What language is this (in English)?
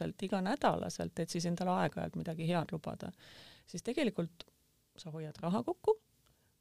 Estonian